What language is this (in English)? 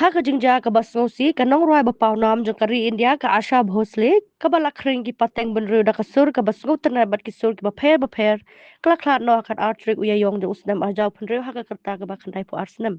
Khasi